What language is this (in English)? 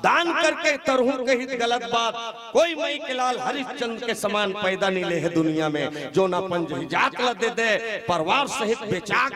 Chhattisgarhi